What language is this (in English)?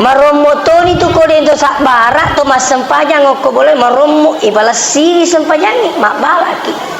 Buginese